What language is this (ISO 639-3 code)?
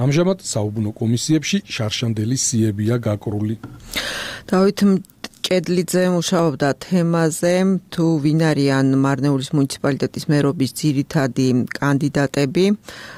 kat